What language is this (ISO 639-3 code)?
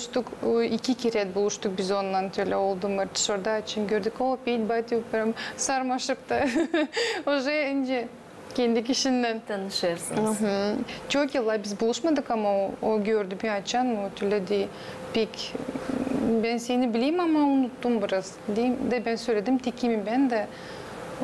gag